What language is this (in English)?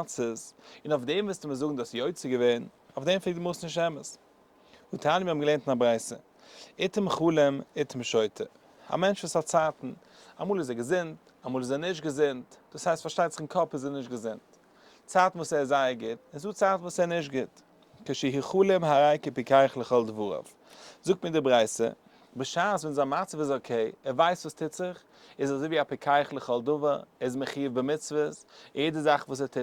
Yiddish